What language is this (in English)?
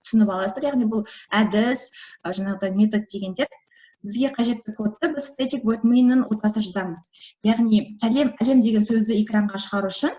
Kazakh